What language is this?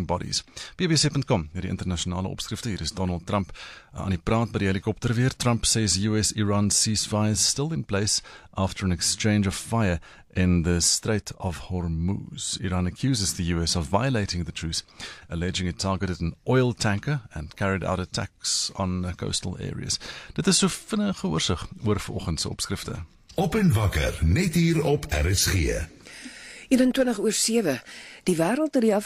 Afrikaans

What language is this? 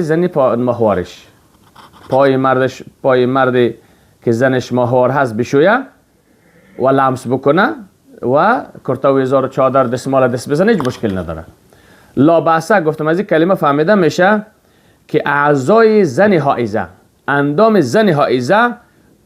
Persian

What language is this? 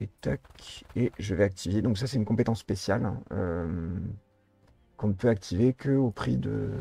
French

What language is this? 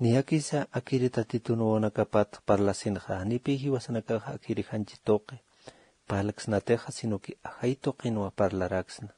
Aymara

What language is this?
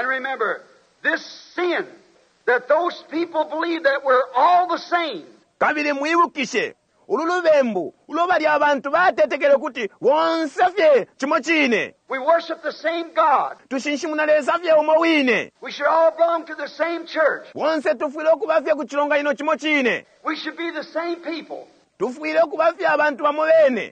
Bemba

